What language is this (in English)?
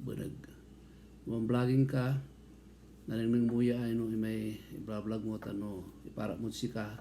Pangasinan